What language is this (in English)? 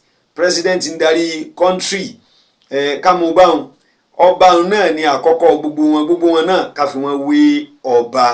Yoruba